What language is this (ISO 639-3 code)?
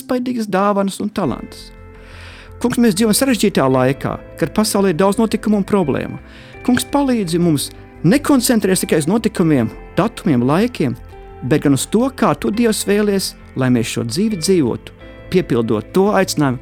lav